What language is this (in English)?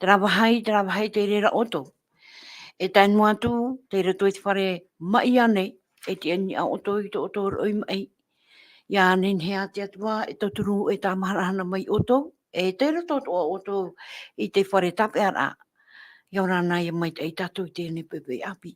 Tahitian